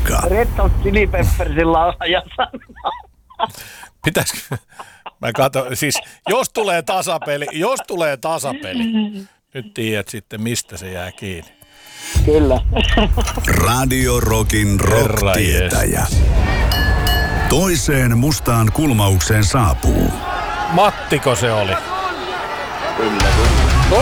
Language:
Finnish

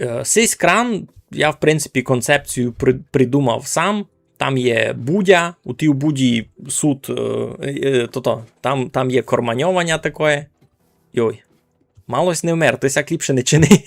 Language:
Rusyn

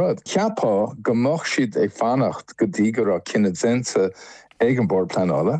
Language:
Irish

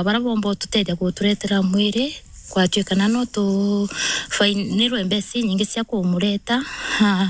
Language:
Meru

